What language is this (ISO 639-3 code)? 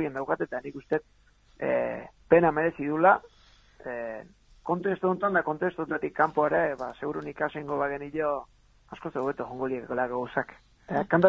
eus